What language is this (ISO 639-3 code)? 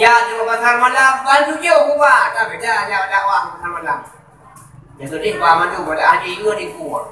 ace